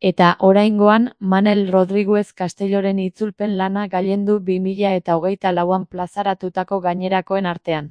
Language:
Basque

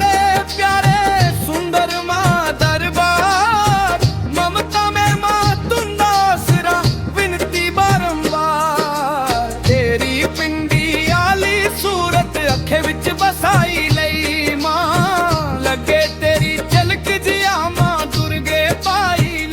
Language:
Dogri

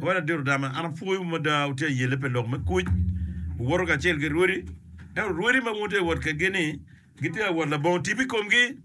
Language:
Acoli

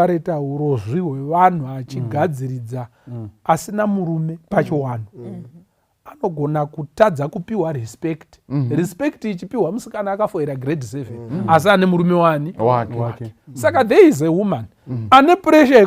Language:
Shona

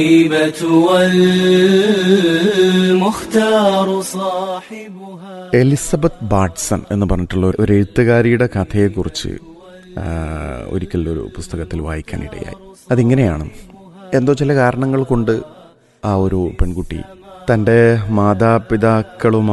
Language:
Malayalam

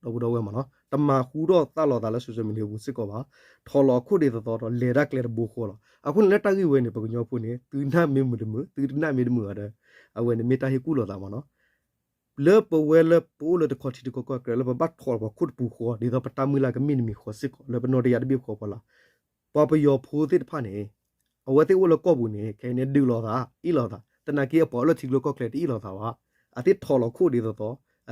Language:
S'gaw Karen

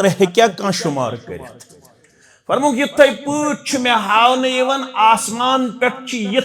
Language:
Kashmiri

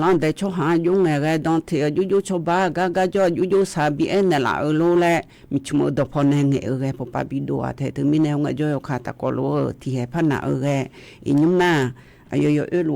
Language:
Akha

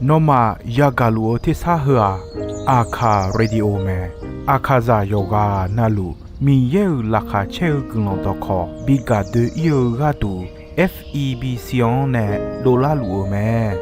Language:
Akha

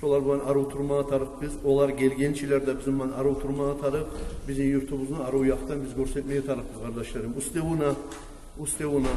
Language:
Kumyk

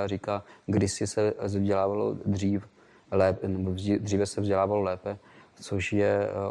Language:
Czech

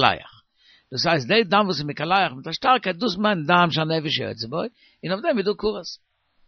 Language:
Yiddish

